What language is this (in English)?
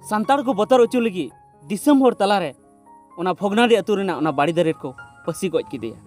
Santali